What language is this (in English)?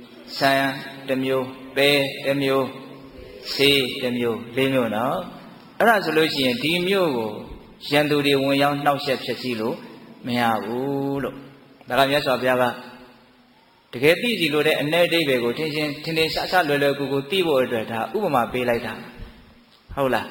Burmese